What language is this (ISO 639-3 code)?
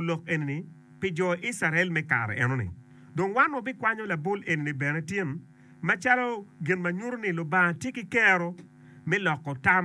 ach